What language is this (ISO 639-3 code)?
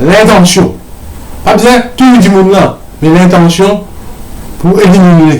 mfe